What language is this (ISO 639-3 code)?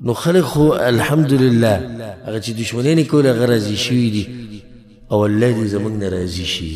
pus